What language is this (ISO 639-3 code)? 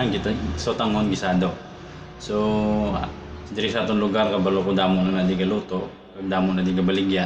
hil